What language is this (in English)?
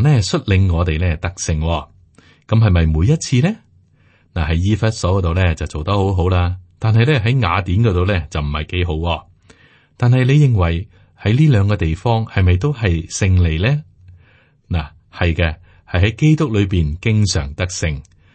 Cantonese